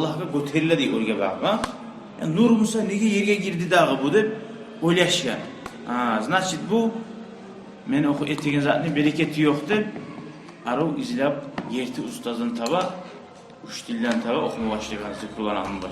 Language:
Kumyk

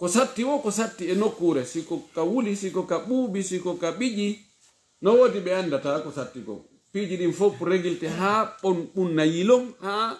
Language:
Pular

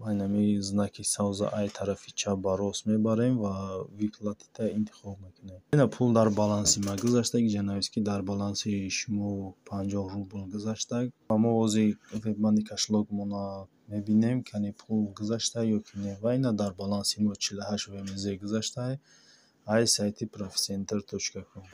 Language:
Tajik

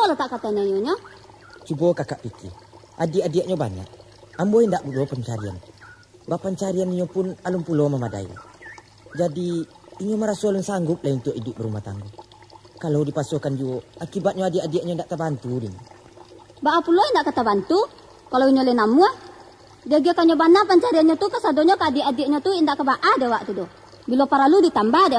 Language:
Minangkabau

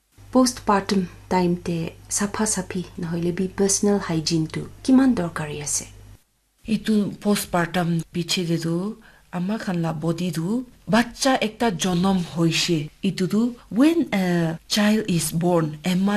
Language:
Naga Pidgin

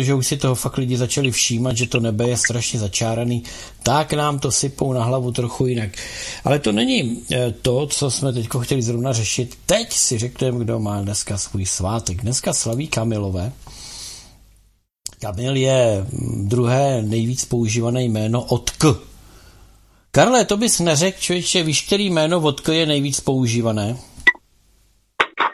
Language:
Czech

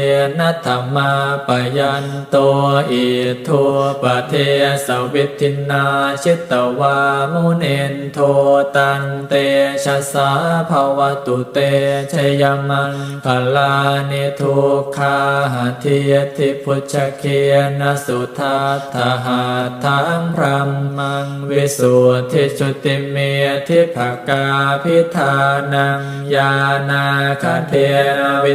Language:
Pali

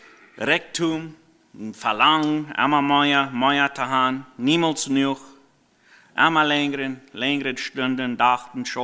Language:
Plautdietsch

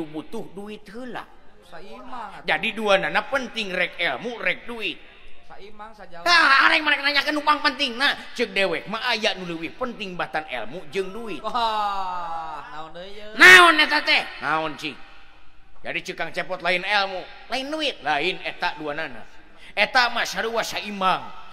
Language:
Sundanese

